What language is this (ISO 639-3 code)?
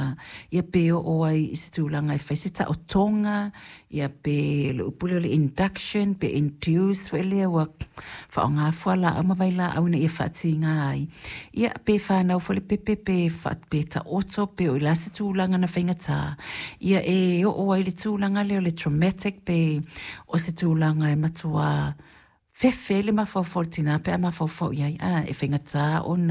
smo